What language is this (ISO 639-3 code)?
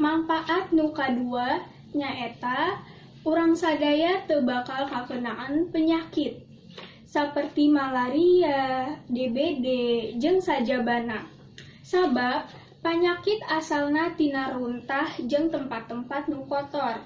sun